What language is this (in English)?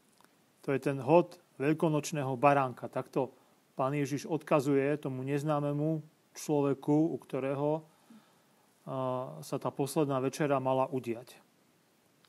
Slovak